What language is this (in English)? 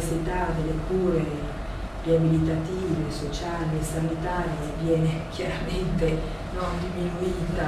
Italian